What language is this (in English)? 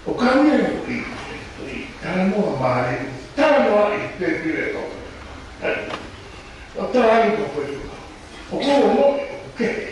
Tongan